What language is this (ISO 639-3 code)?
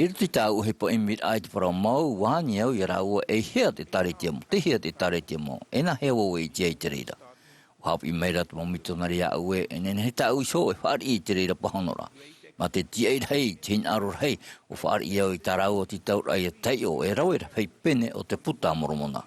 tah